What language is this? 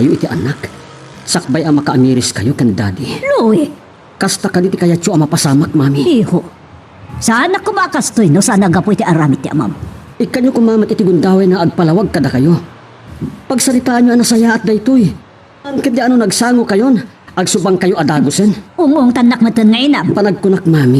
Iloko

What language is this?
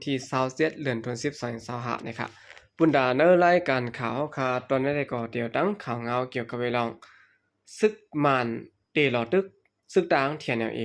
Shan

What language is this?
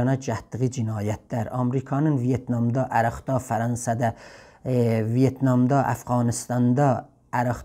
South Azerbaijani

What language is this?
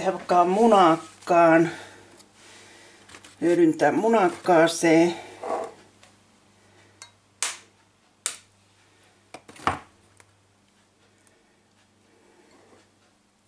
Finnish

